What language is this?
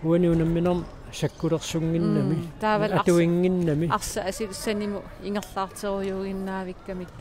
Kalaallisut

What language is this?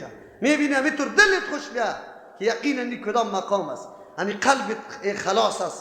Persian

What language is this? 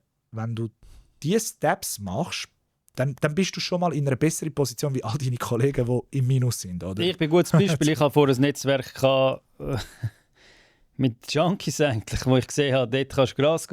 Swiss German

